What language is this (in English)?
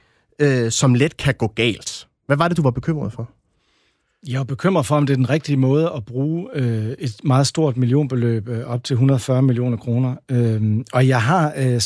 Danish